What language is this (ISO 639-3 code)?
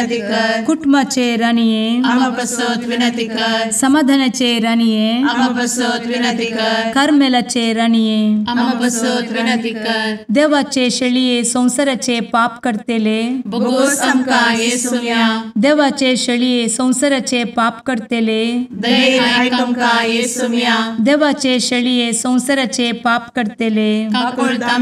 kok